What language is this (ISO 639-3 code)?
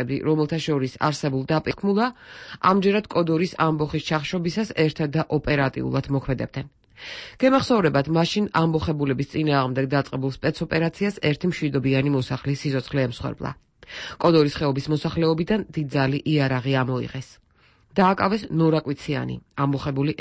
kat